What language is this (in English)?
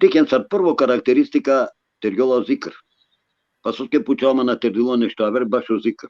Balkan Romani